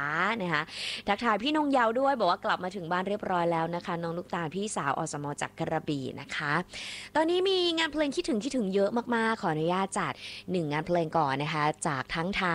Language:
Thai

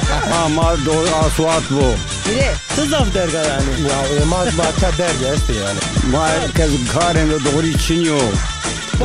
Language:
Zaza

